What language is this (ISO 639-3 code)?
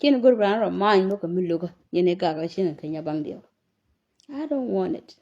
nus